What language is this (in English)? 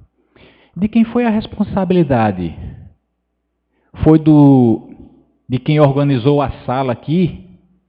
Portuguese